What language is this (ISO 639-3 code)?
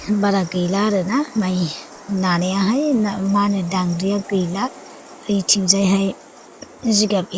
brx